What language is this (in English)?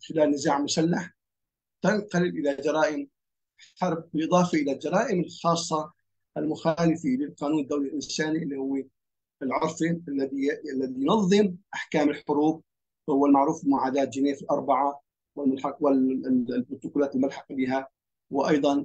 Arabic